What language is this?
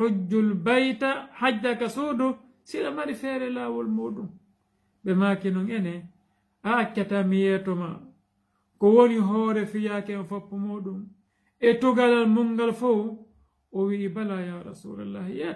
Fula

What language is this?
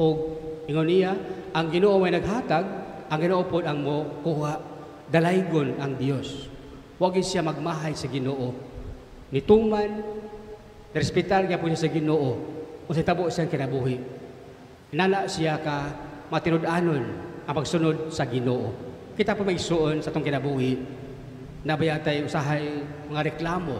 Cebuano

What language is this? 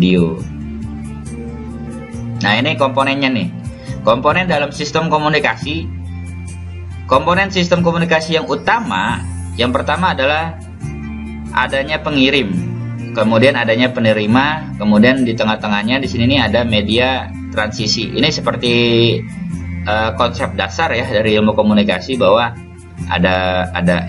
Indonesian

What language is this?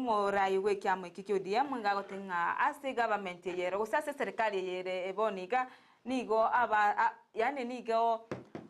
Gusii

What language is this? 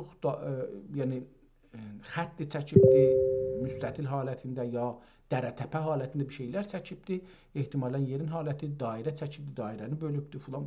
South Azerbaijani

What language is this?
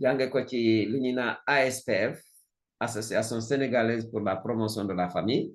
Wolof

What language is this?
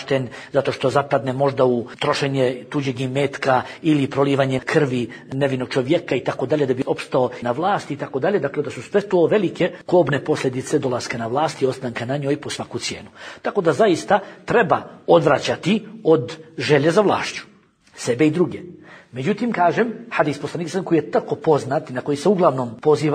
Bosnian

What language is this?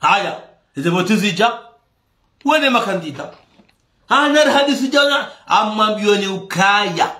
Ngazidja Comorian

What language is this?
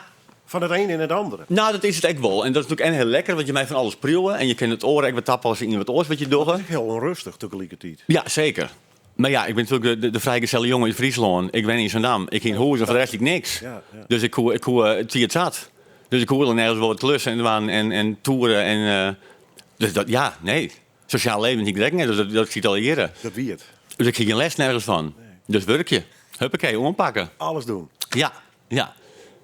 Western Frisian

